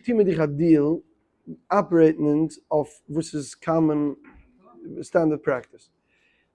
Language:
Yiddish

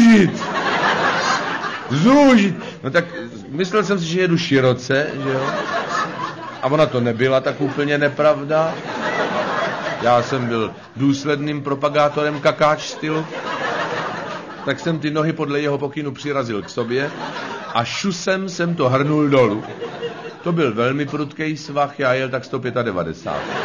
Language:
Czech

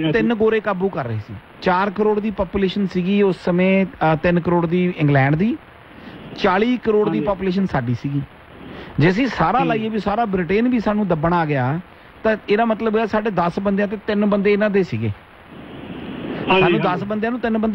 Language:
Punjabi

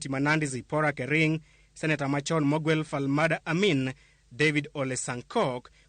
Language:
Luo (Kenya and Tanzania)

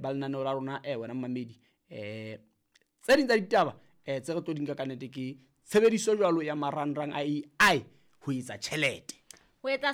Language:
Southern Sotho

